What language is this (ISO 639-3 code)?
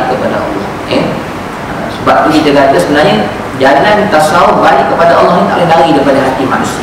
msa